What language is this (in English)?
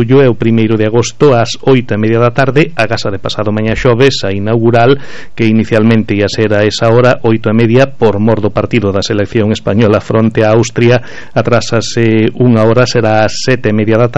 Galician